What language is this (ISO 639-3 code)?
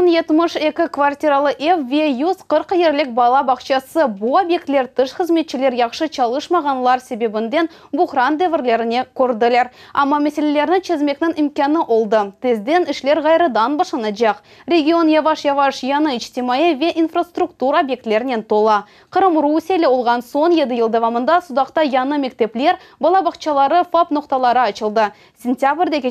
crh